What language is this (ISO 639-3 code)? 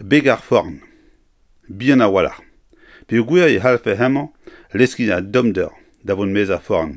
bre